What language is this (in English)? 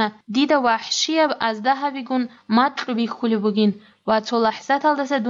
Avaric